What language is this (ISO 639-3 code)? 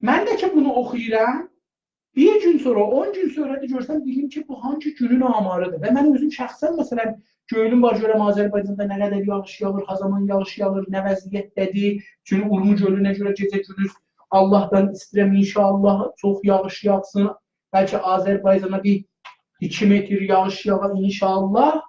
azb